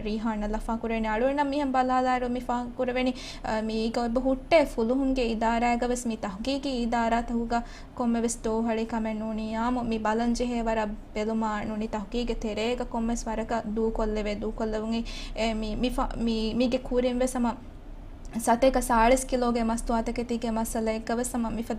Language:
Divehi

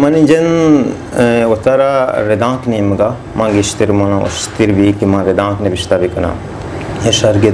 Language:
Baluchi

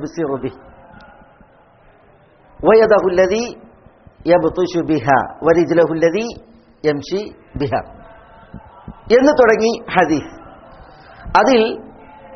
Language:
Malayalam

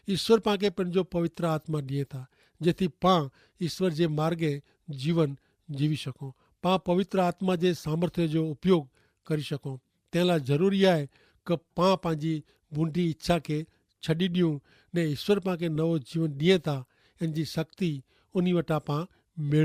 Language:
Kachhi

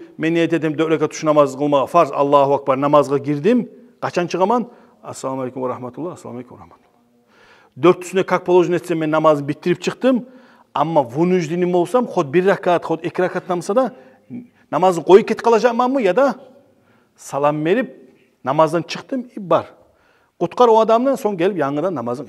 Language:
Kumyk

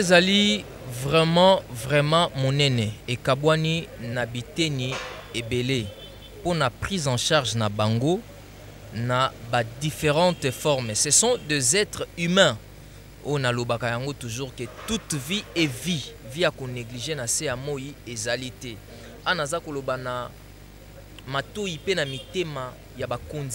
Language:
Lingala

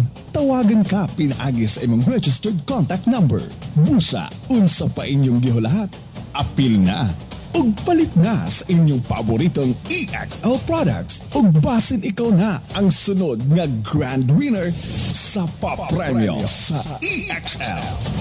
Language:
Cebuano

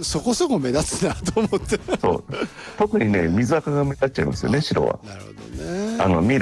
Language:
Japanese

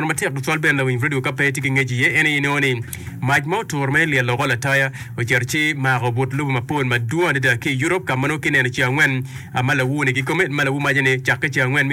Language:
Acoli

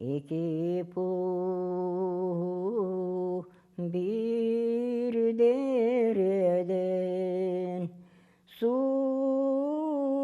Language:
Crimean Tatar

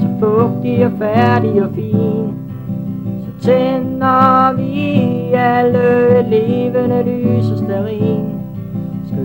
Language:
Danish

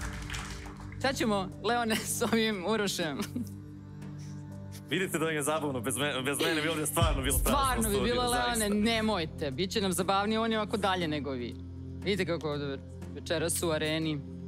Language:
Serbian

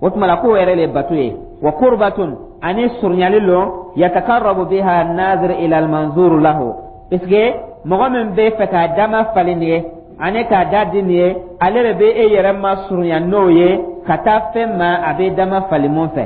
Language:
Dyula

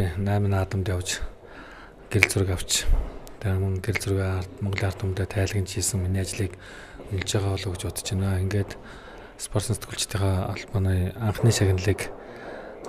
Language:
Mongolian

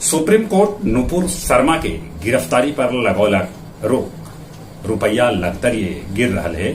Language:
Magahi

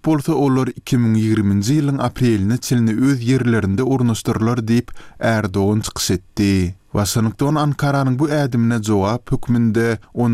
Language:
Turkmen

